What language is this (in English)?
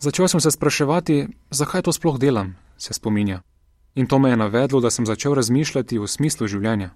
Slovenian